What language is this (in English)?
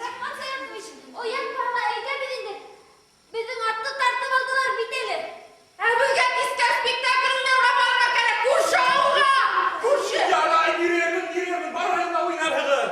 Bashkir